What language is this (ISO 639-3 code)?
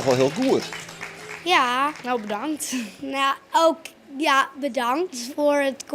fry